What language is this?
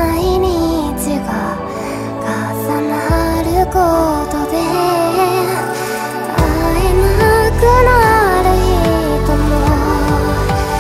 Japanese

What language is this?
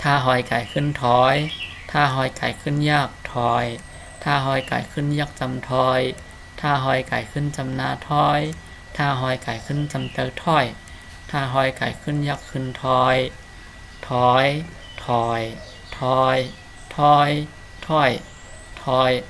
Shan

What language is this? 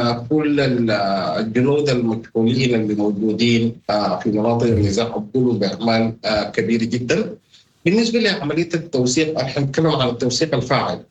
Sudanese Arabic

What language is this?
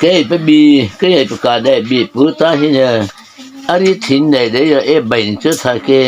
Mara Chin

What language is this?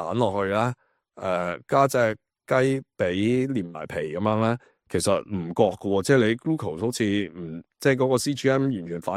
Cantonese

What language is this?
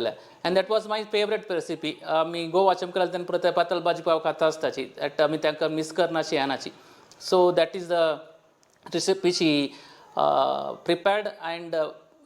Konkani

